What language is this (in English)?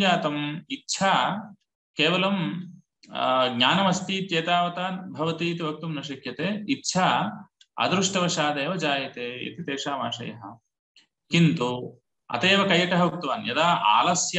Sanskrit